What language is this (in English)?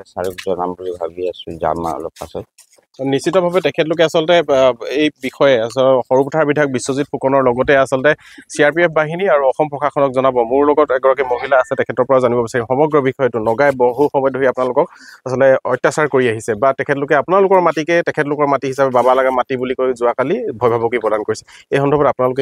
Assamese